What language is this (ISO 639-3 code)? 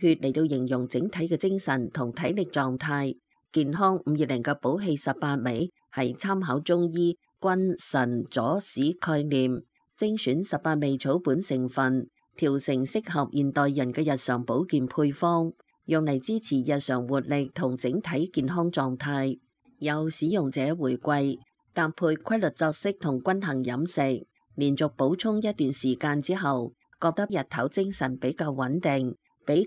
yue